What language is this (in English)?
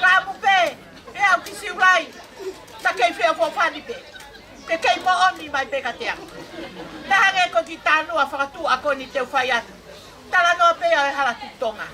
Tongan